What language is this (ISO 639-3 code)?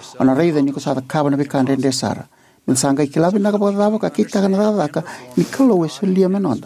fij